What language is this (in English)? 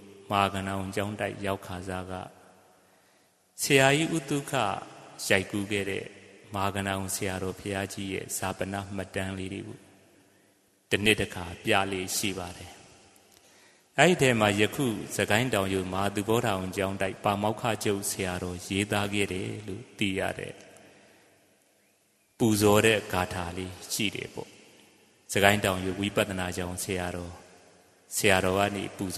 Burmese